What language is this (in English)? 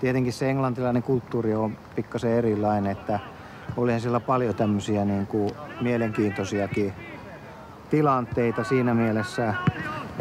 Finnish